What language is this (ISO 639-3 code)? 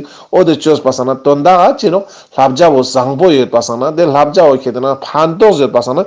lbj